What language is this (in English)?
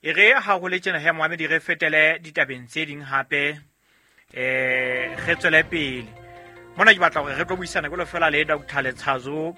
Southern Sotho